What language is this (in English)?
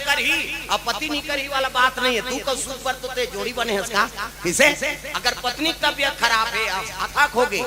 Chhattisgarhi